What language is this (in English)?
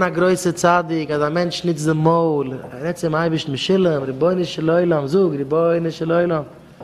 Yiddish